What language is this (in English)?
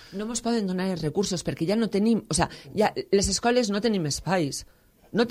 Catalan